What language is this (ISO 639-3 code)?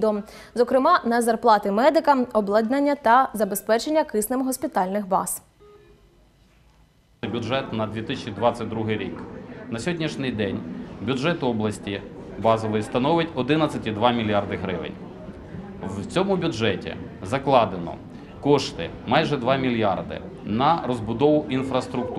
ukr